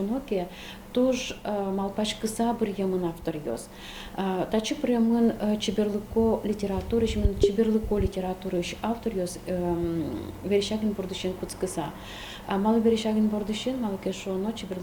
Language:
Udmurt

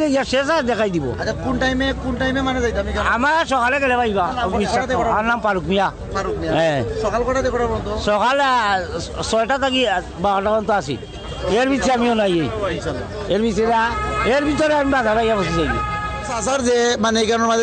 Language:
Sylheti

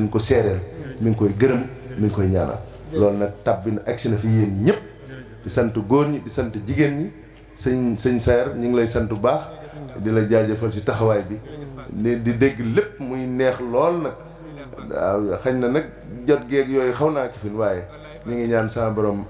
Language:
Wolof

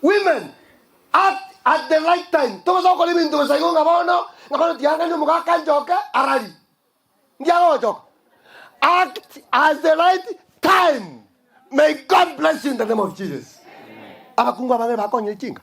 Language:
Gusii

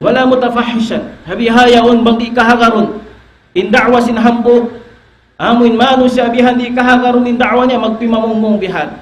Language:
Tausug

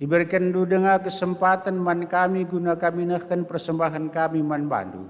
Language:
Batak Karo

